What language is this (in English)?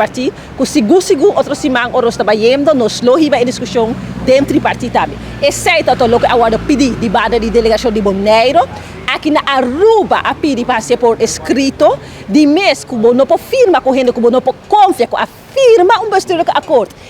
Papiamento